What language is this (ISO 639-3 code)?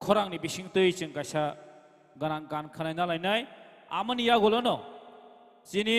trp